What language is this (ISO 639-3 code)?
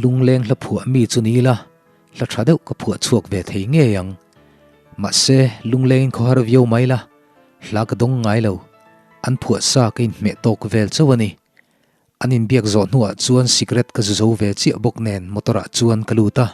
lus